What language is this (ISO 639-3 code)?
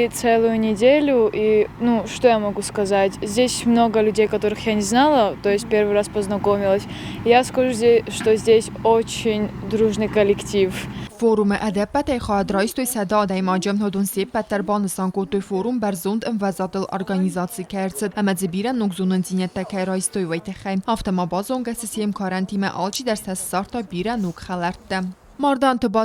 oss